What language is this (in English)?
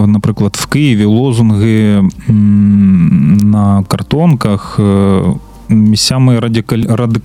Ukrainian